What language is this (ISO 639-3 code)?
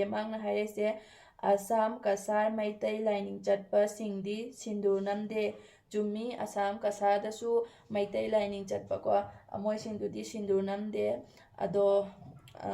mni